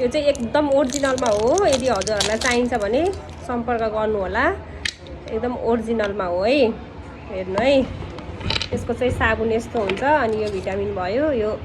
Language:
Nepali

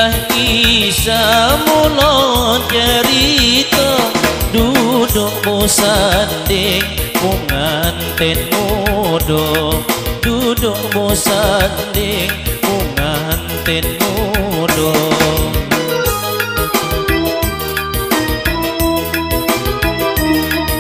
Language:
Malay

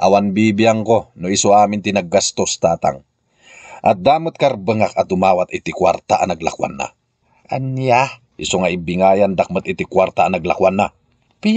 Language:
Iloko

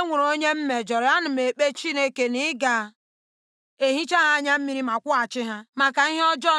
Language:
Igbo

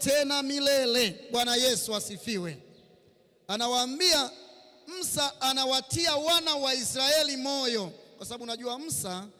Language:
Swahili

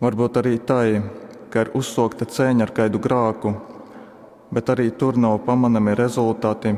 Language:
Latgalian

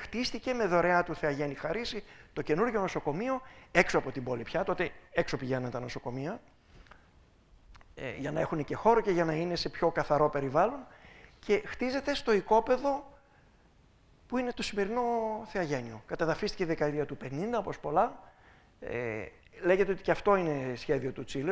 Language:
Greek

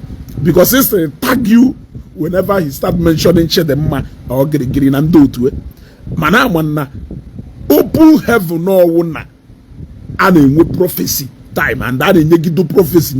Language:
Igbo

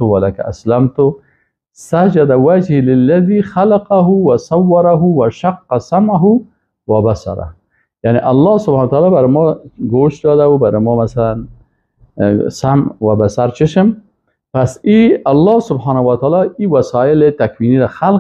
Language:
Persian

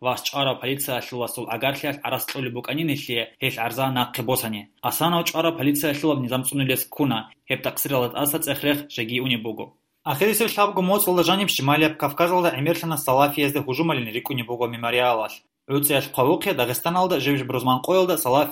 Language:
Avaric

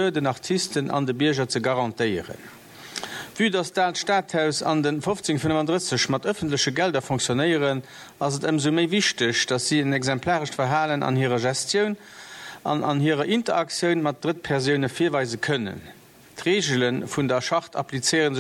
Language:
Luxembourgish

